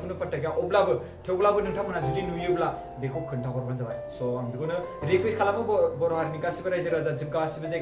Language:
Bodo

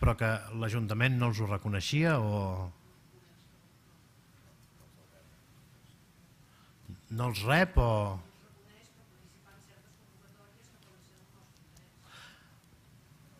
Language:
Catalan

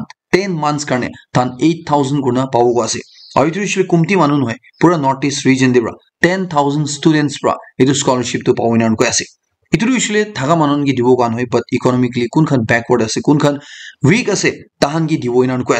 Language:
Naga Pidgin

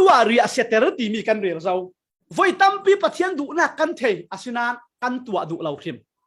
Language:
Falam Chin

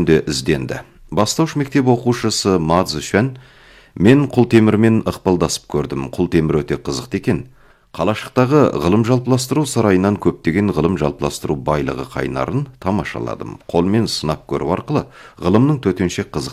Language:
Kazakh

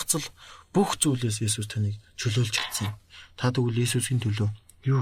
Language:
Mongolian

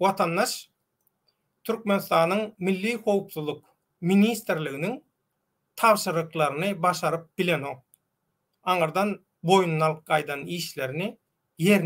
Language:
Turkmen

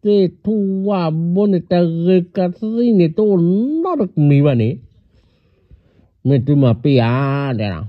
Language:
S'gaw Karen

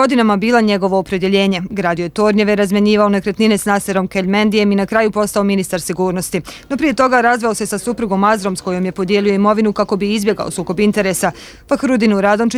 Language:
Bosnian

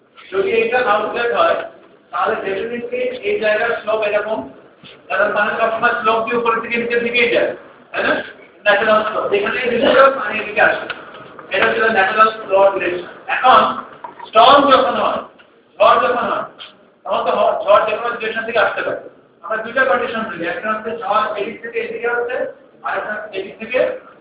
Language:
Bangla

